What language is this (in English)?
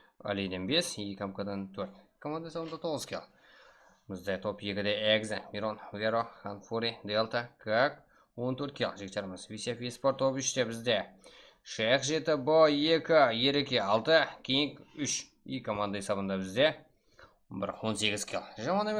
Kara-Kalpak